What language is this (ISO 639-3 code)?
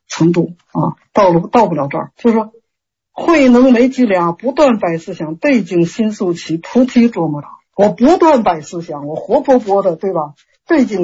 zho